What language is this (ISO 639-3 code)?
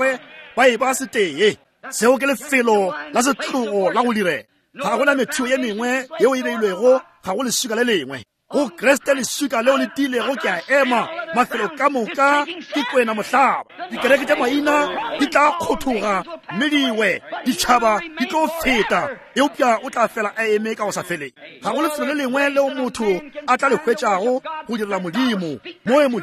nso